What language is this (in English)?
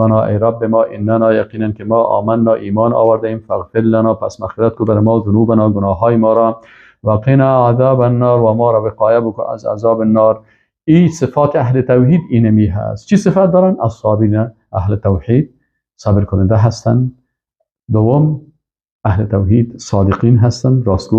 Persian